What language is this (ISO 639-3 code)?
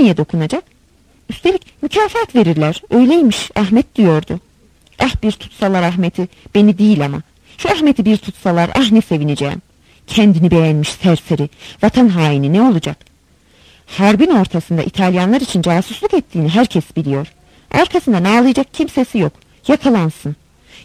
tur